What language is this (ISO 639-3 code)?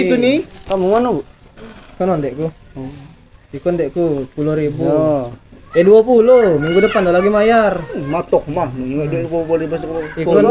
mui